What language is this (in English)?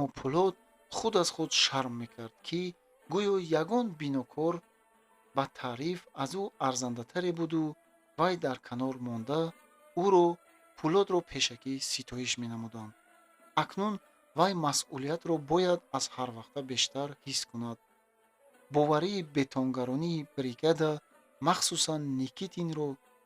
Tajik